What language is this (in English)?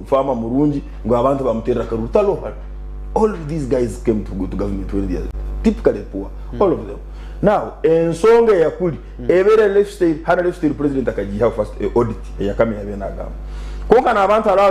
Nyankole